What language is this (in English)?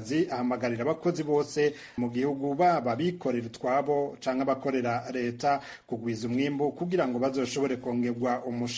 Rundi